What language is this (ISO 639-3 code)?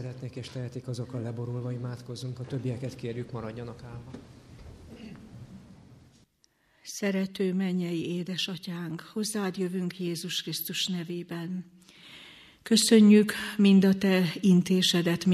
hun